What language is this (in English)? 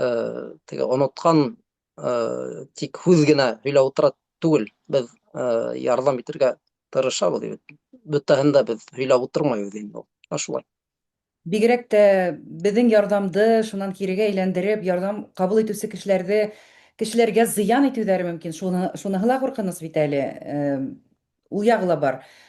Bashkir